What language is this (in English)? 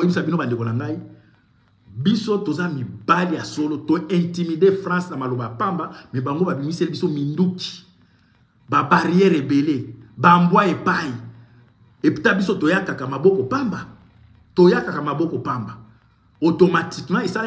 Lingala